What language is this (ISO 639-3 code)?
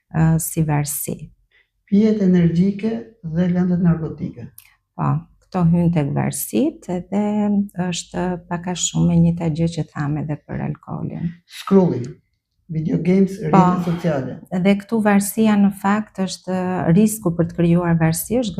sqi